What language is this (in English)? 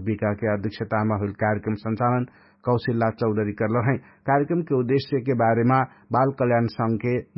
Dangaura Tharu